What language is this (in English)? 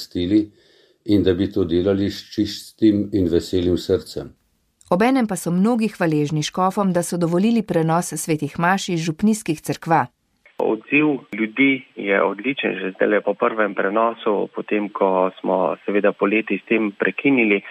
Slovenian